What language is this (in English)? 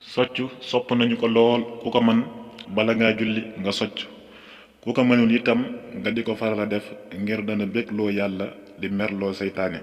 Wolof